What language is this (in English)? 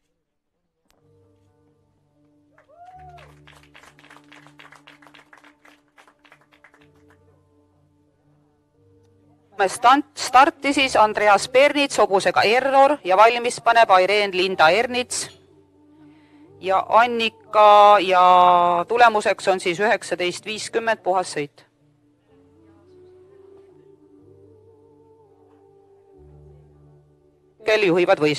Estonian